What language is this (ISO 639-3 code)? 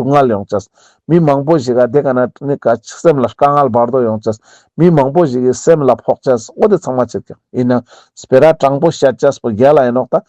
lbj